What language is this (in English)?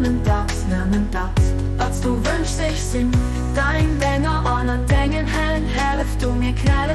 Luxembourgish